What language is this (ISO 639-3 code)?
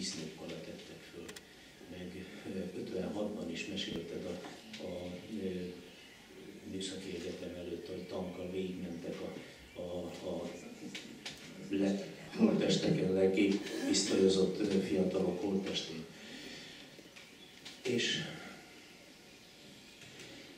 hun